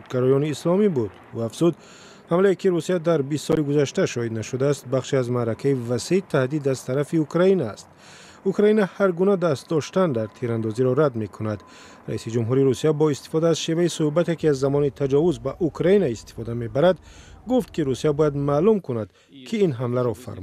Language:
Tajik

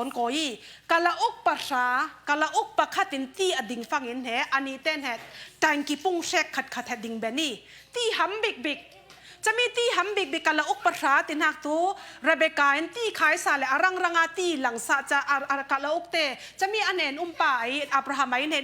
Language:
Falam Chin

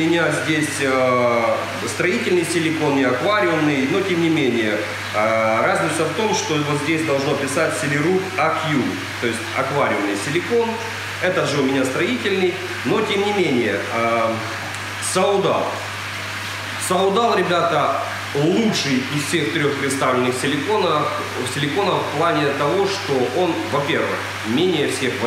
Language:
Russian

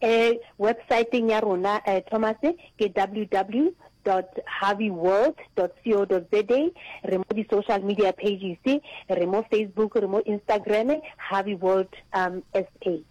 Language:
Northern Sotho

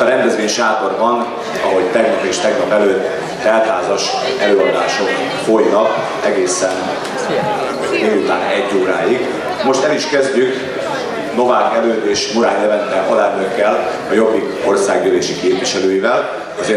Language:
Hungarian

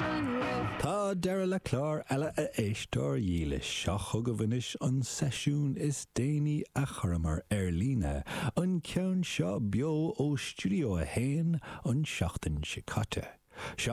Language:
Irish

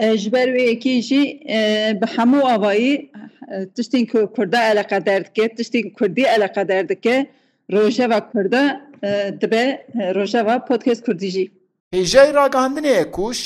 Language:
Kurdish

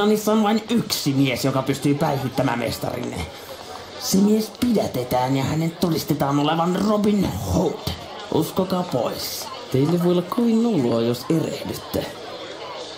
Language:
Finnish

